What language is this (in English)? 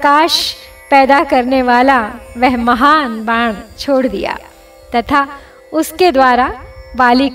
Hindi